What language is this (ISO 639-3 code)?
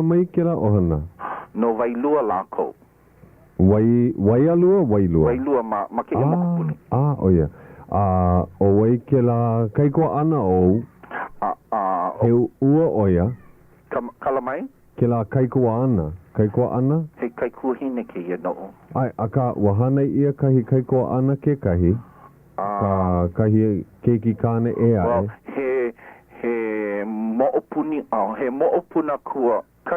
haw